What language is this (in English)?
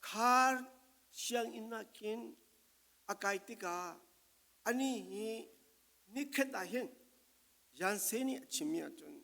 Falam Chin